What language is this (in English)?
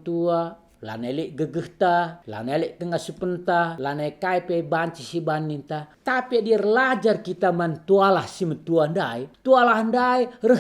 Batak Karo